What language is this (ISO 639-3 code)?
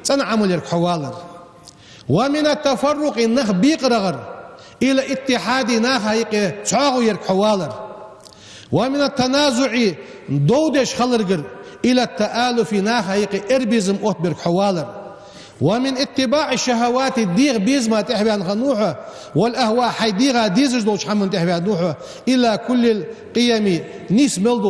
inh